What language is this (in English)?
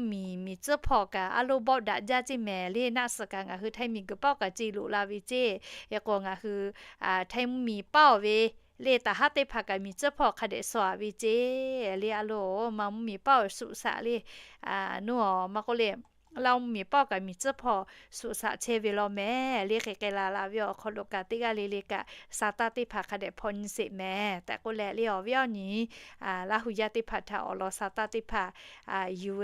Lahu